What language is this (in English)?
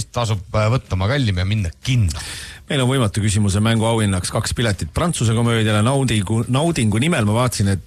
Estonian